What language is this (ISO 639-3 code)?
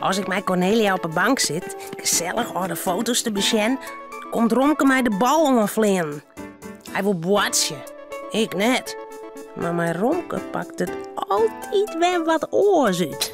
fry